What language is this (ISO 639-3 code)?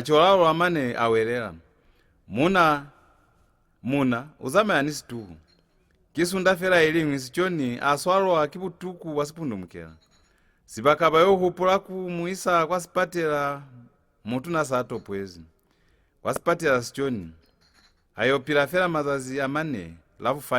loz